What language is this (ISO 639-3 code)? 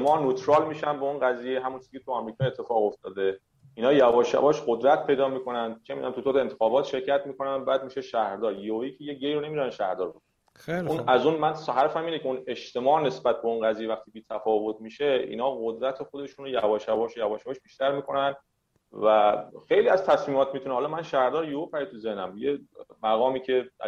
fas